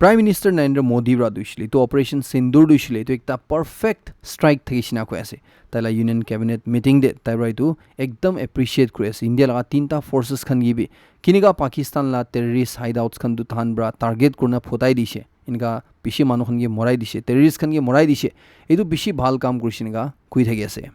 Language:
Naga Pidgin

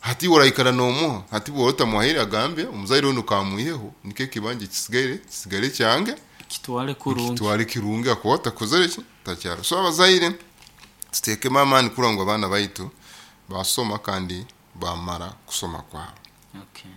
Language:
Nyoro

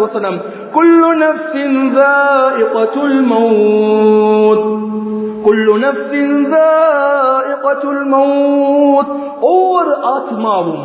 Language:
Tamil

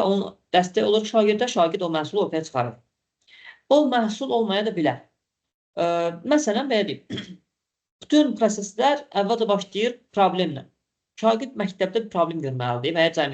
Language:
Azerbaijani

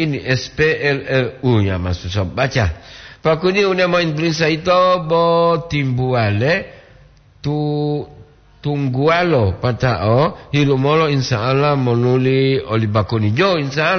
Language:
Gorontalo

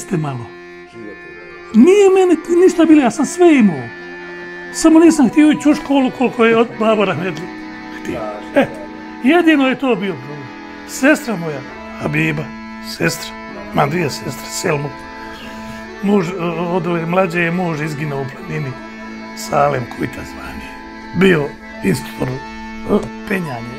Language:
Bosnian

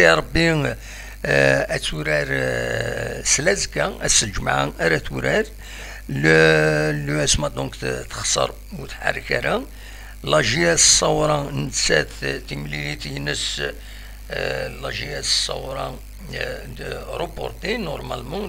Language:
Kabyle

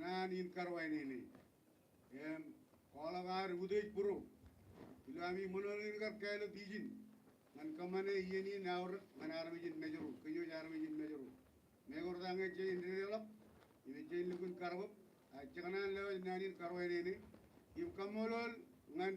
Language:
Marshallese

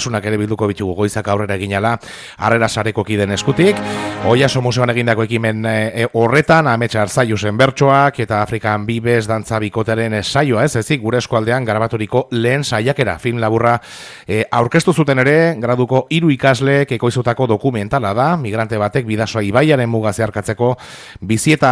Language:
Basque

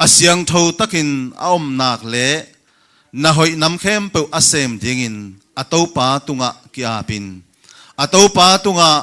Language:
Tedim Chin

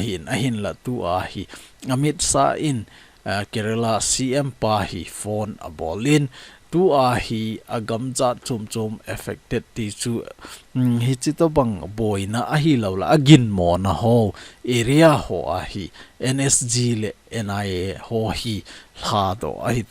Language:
Thado Chin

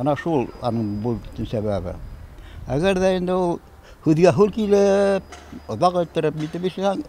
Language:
Bashkir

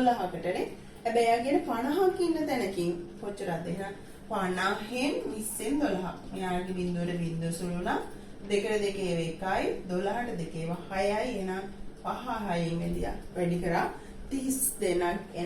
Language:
Sinhala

